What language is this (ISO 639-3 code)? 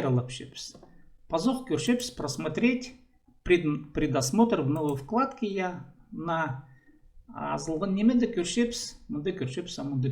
kjh